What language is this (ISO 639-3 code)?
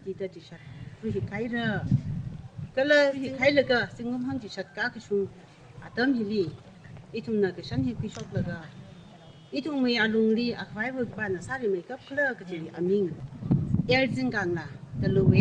nmf